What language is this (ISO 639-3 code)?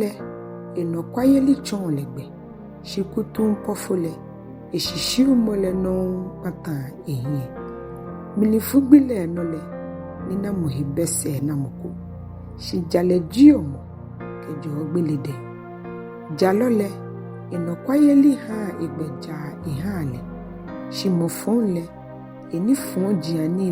gaa